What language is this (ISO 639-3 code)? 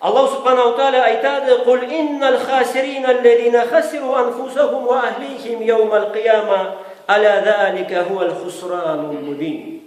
krc